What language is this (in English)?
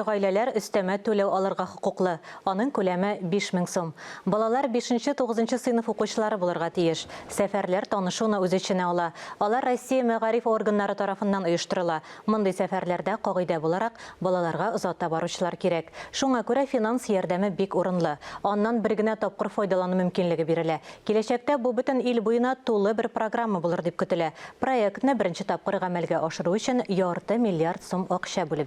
Tatar